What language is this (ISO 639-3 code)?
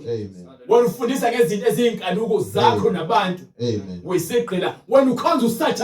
zul